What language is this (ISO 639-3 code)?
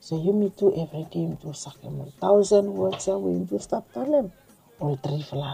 bis